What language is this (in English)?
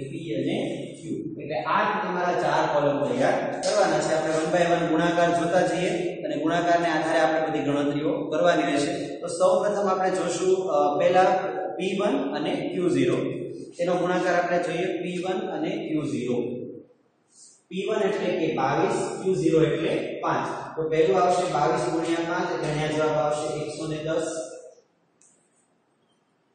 Gujarati